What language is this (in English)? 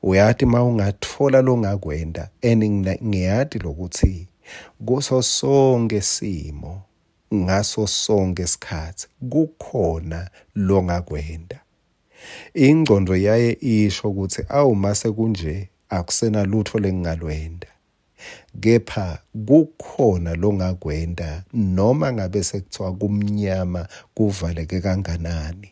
Swati